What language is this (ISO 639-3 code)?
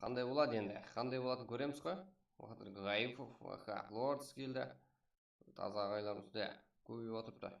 kaa